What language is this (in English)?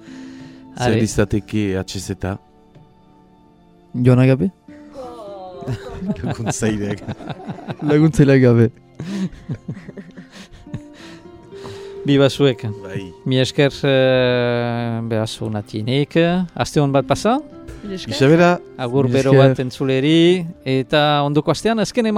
Basque